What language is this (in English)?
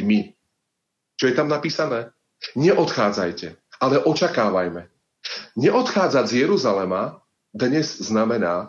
Slovak